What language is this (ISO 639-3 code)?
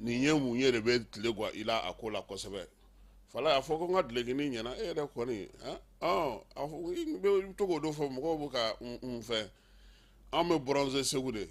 bam